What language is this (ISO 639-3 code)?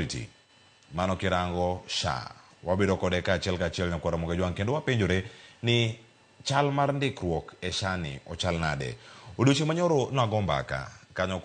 luo